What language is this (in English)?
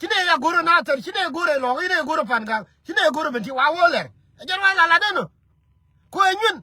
Nuer